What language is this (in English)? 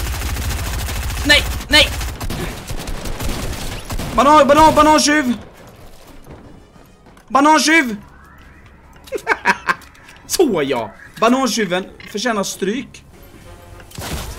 Swedish